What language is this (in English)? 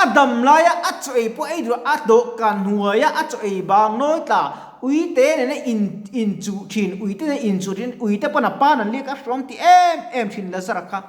Mizo